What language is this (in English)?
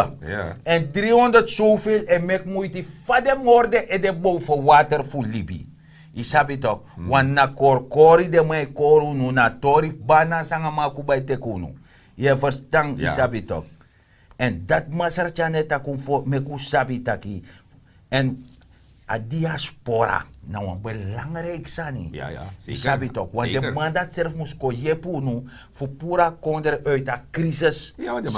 Sranan Tongo